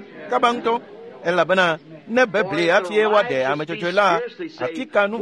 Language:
Ewe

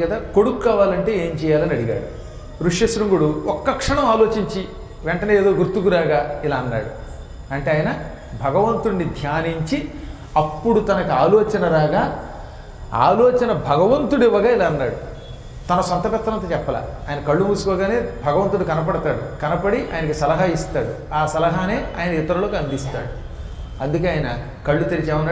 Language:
Telugu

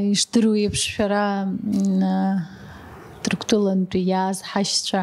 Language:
Abkhazian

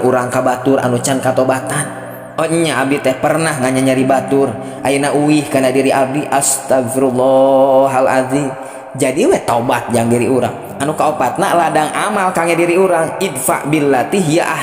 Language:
Sundanese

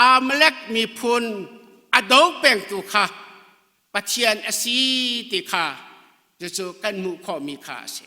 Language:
Hakha Chin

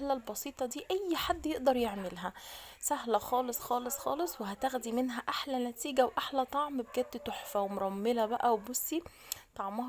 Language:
Egyptian Arabic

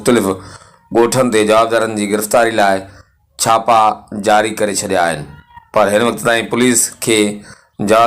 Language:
Sindhi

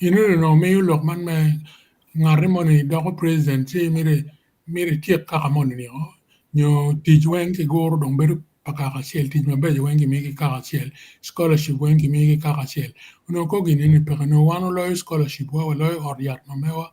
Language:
Acoli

